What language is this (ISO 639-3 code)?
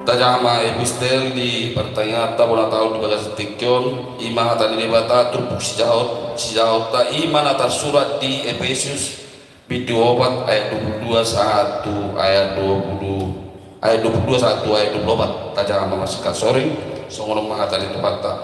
bbc